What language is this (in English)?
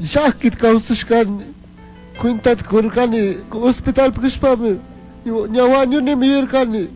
Chimborazo Highland Quichua